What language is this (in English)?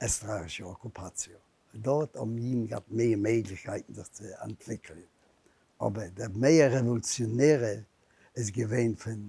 Yiddish